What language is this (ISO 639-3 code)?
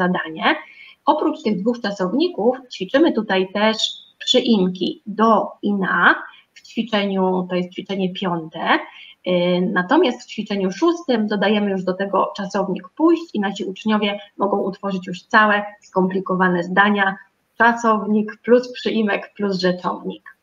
pol